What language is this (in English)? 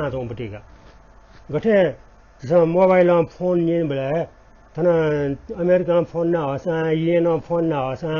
Newari